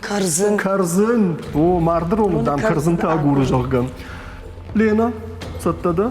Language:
Ossetic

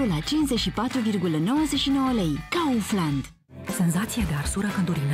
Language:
Romanian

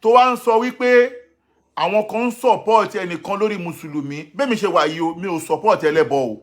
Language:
Yoruba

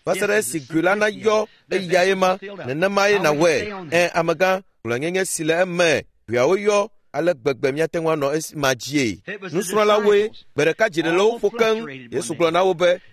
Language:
Ewe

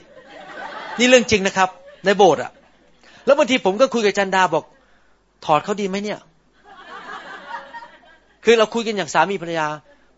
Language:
Thai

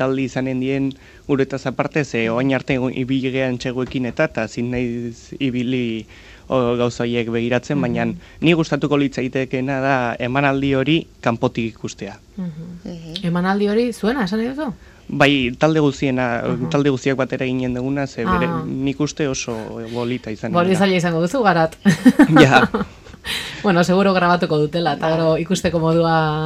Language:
Basque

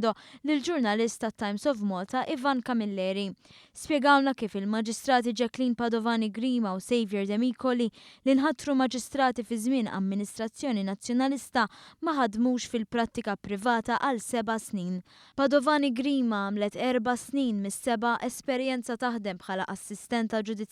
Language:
Maltese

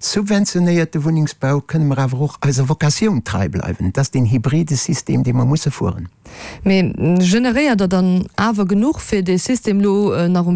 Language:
Luxembourgish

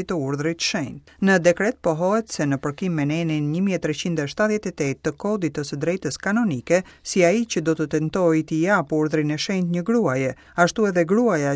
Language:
Albanian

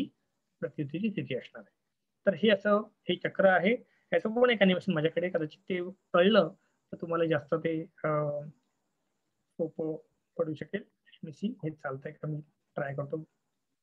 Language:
Marathi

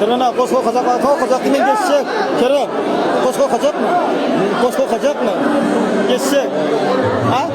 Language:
Turkmen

